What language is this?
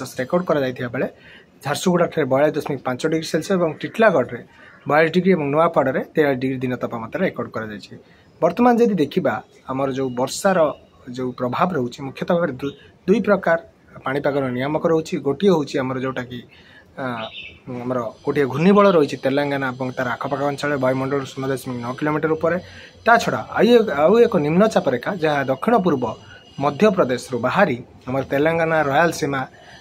Odia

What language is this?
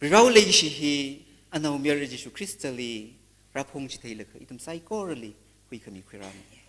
Tangkhul Naga (India)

